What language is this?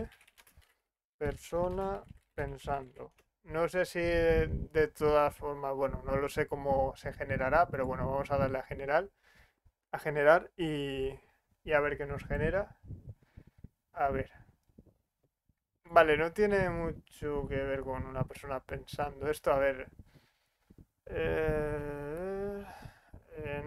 Spanish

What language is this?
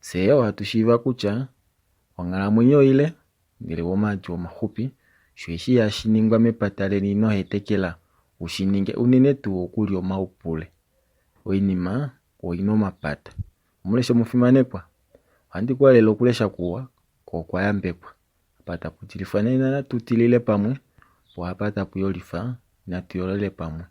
Kuanyama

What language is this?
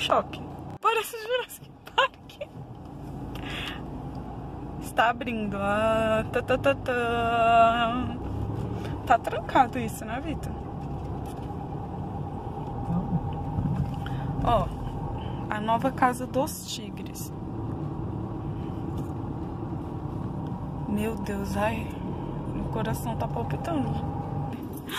Portuguese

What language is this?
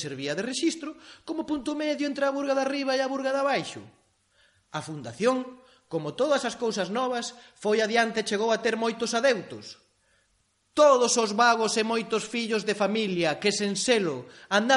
Galician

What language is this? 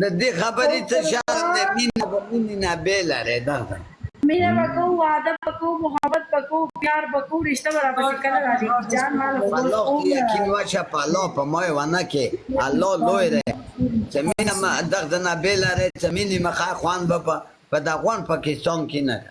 Pashto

